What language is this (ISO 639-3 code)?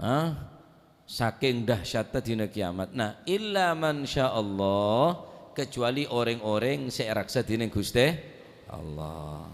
mad